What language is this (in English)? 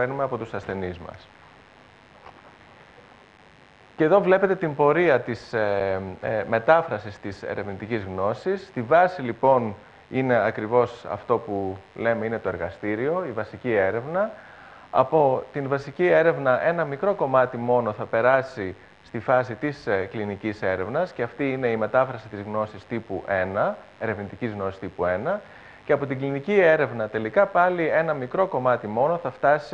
Greek